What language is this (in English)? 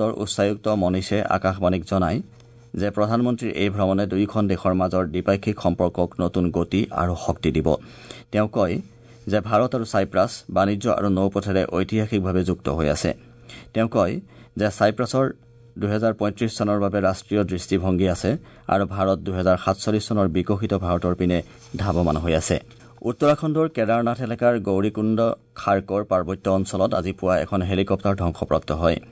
Assamese